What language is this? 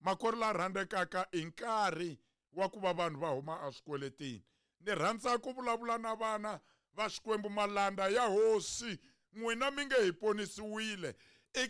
Tsonga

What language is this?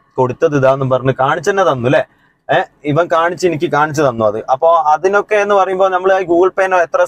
Malayalam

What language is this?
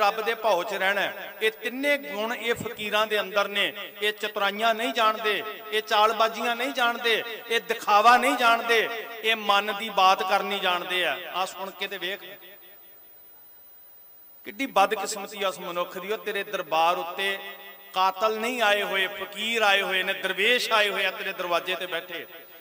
Punjabi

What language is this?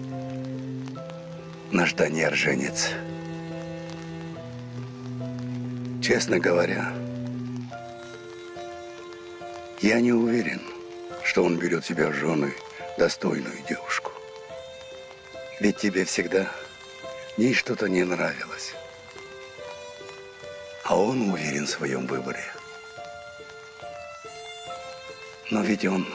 Russian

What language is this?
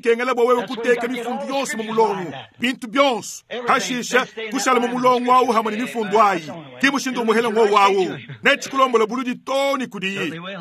Luba-Lulua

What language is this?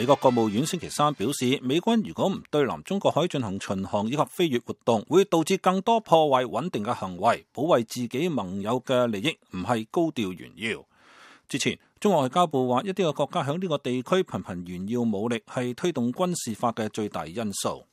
Cantonese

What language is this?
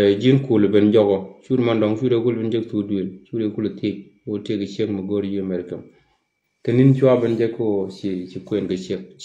Nuer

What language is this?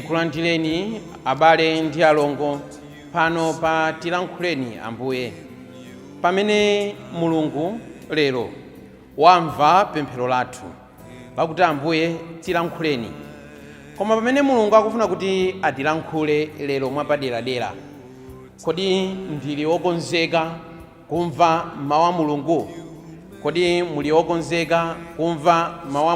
Nyanja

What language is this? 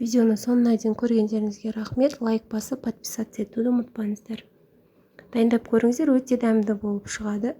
Kazakh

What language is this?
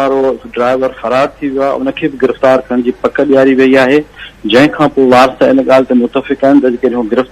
Sindhi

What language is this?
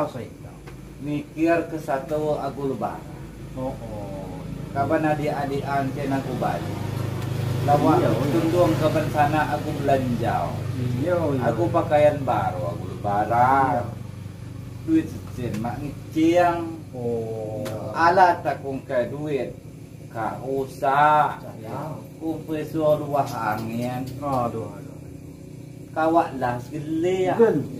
Lampung Nyo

